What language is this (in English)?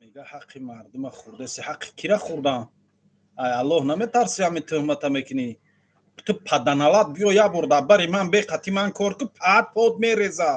Tajik